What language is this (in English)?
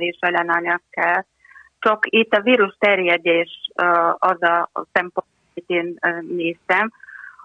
Hungarian